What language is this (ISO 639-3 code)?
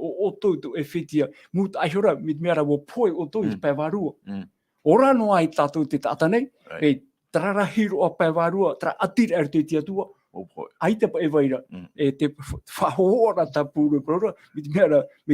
tah